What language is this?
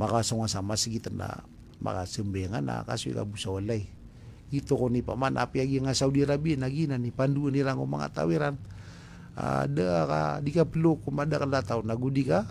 Maranao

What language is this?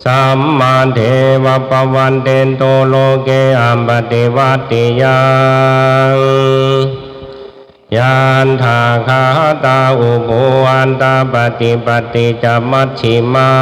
Pali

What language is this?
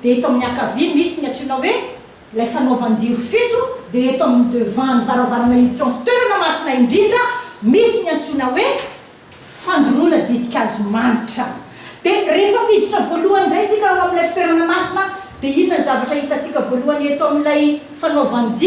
Malagasy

